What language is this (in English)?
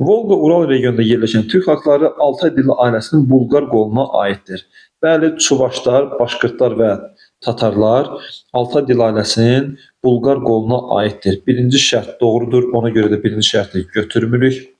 Azerbaijani